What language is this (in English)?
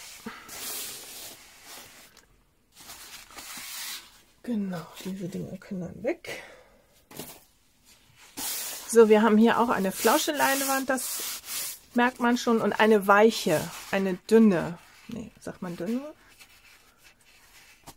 German